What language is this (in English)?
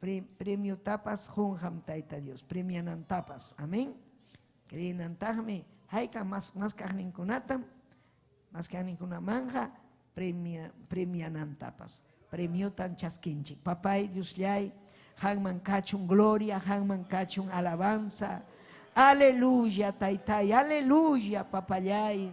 Ayacucho Quechua